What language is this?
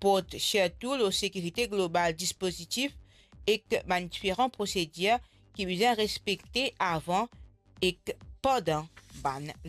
Morisyen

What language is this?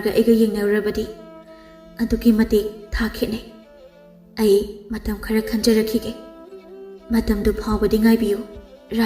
Manipuri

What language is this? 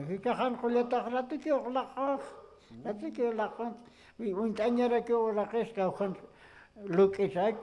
Aymara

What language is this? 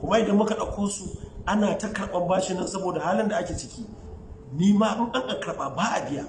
Hausa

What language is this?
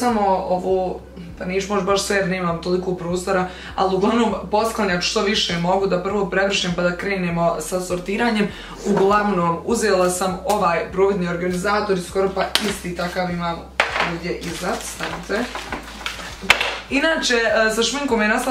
Croatian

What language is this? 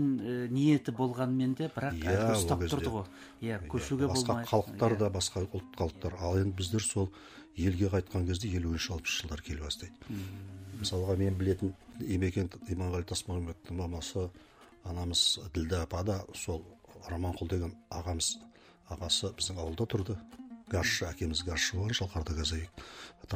Kazakh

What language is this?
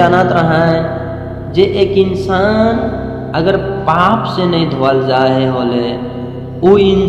Sadri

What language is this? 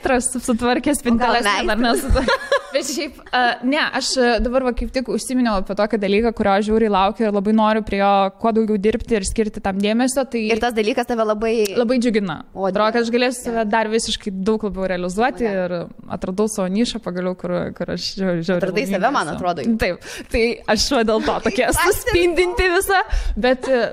Lithuanian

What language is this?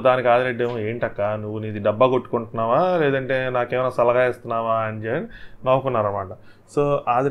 Telugu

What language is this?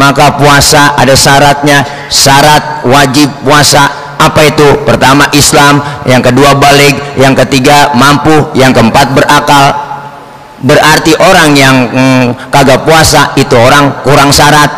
Betawi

